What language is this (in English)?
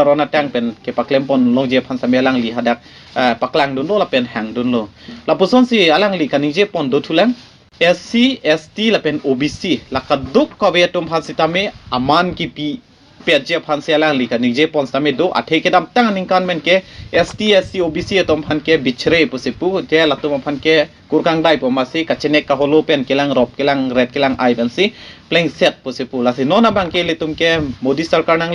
Karbi